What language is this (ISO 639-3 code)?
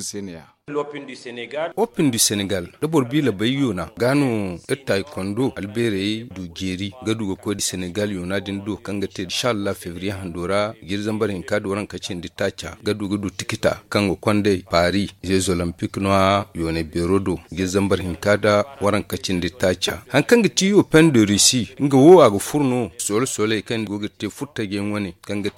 dje